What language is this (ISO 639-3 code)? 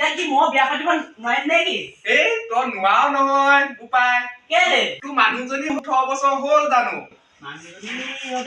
asm